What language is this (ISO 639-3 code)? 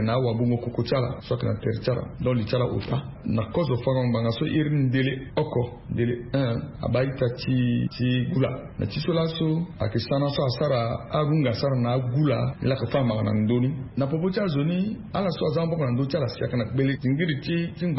sag